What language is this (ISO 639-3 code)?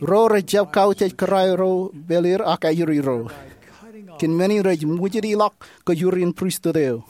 mah